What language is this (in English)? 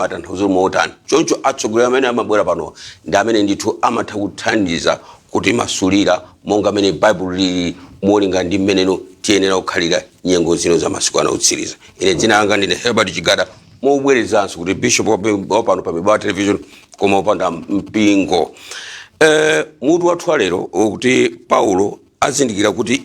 Nyanja